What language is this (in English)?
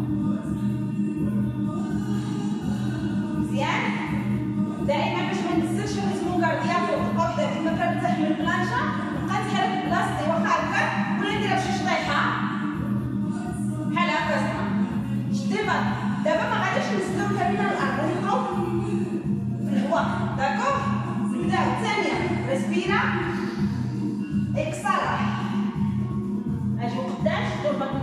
Moroccan Arabic